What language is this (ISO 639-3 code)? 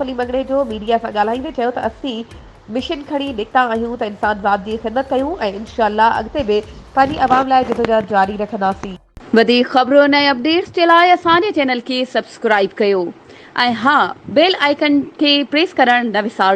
snd